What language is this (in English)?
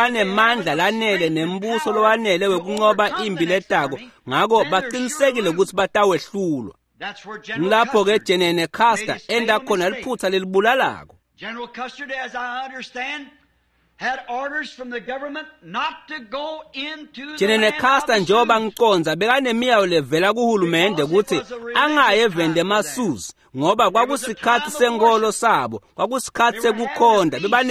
Swati